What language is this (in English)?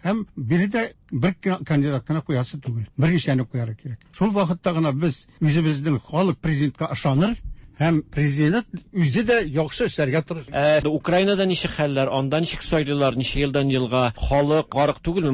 Tatar